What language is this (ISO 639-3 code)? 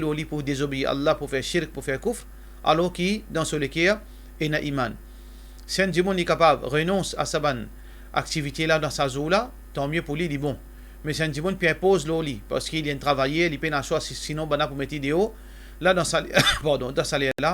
mfe